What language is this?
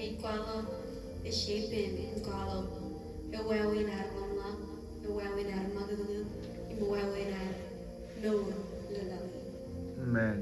Marshallese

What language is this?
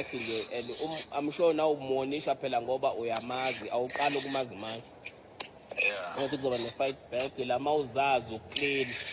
Zulu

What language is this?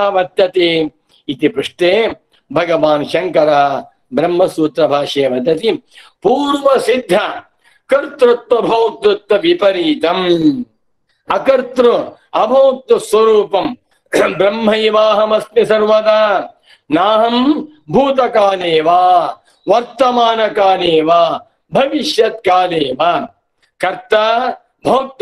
Sanskrit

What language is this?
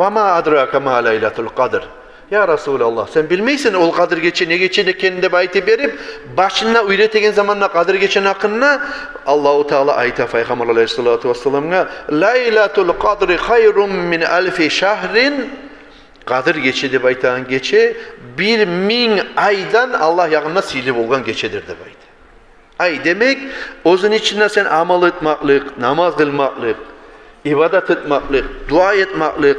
Kumyk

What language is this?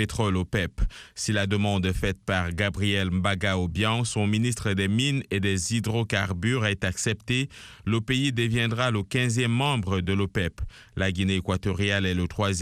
French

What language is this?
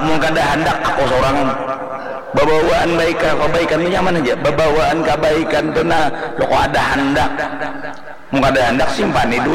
Banjar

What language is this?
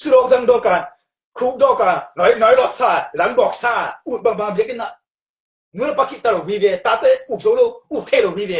Tedim Chin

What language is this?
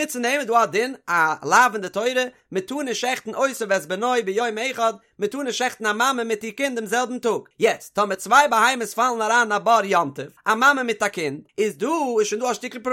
Yiddish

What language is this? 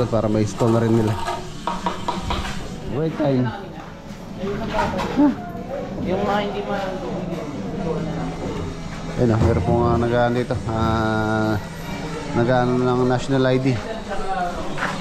Filipino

